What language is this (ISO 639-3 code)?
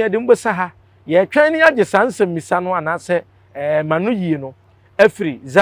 aka